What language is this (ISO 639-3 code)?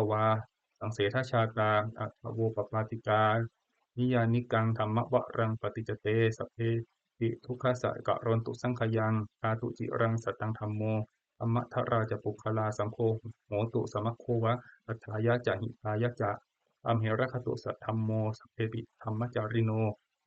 pli